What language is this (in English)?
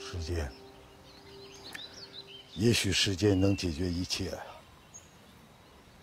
Chinese